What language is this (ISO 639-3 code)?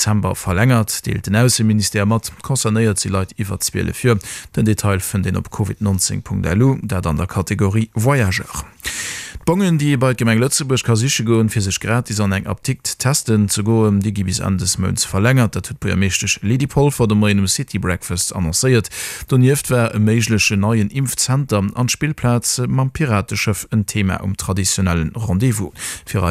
ltz